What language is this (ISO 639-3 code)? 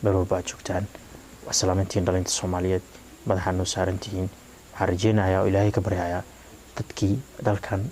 som